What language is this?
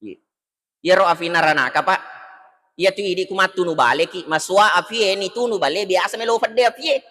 Buginese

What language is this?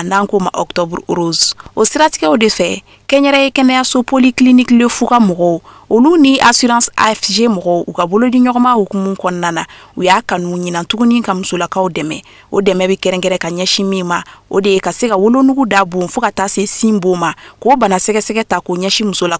Bambara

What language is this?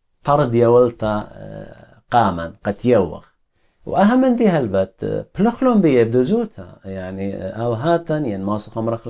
Assyrian Neo-Aramaic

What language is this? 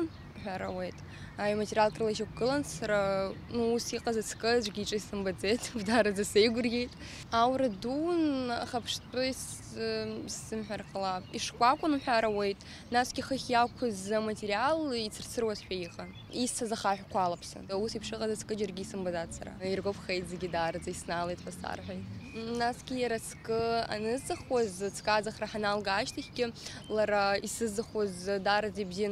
Abkhazian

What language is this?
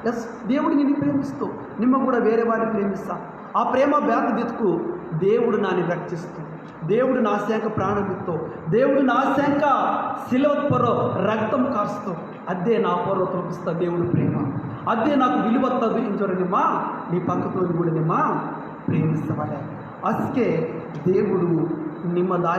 Koya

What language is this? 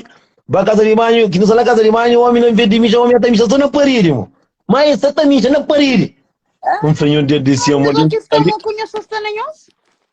Kabuverdianu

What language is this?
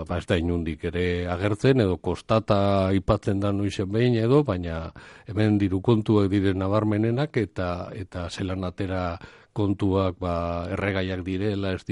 Basque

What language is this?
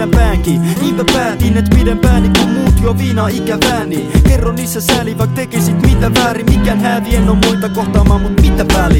Finnish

